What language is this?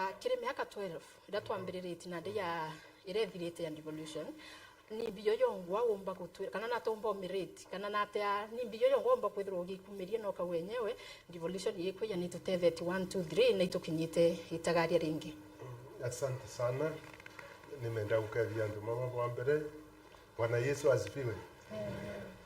Meru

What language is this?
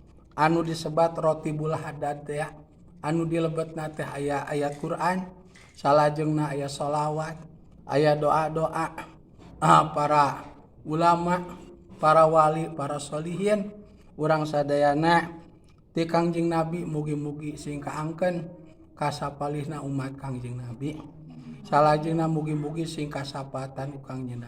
Sundanese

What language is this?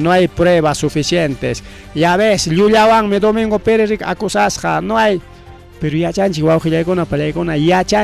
Ayacucho Quechua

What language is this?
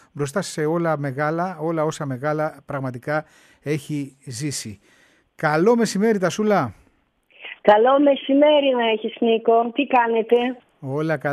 Greek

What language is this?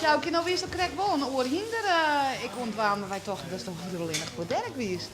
Western Frisian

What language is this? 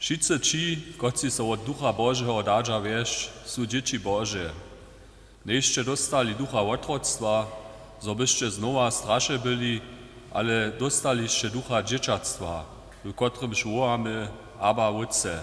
Upper Sorbian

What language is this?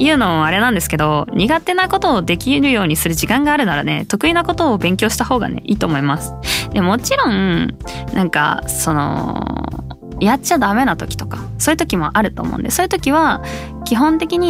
Japanese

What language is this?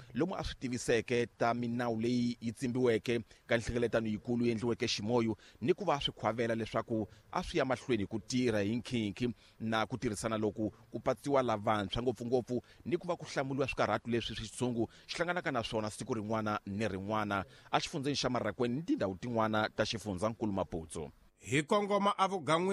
Tsonga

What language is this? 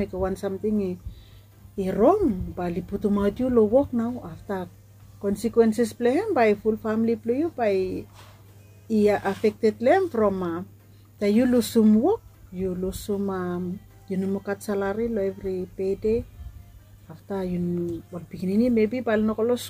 Bislama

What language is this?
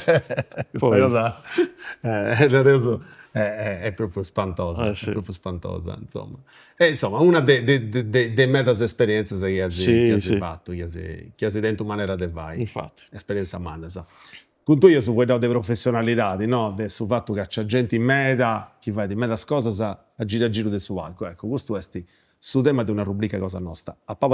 Sardinian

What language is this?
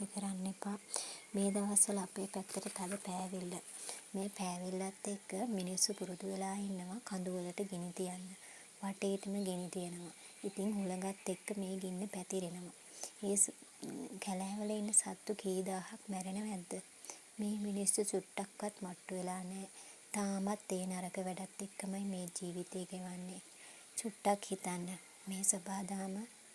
Sinhala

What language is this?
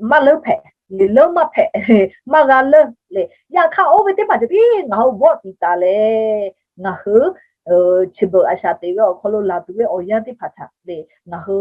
Lahu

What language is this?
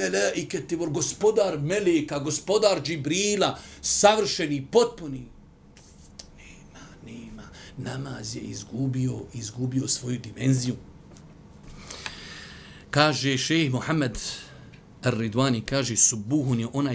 Bosnian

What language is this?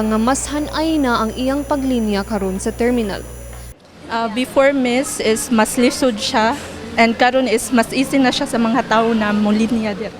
Cebuano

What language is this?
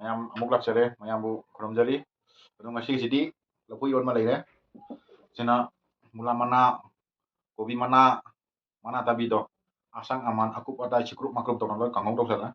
Manipuri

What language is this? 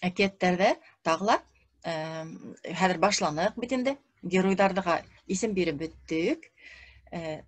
Bashkir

